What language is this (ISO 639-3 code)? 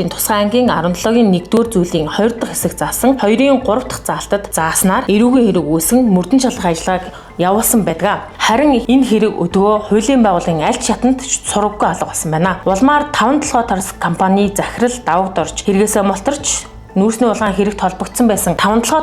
mon